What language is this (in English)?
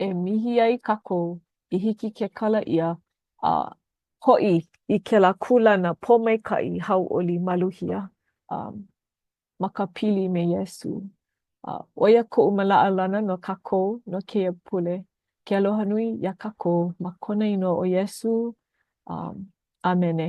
Hawaiian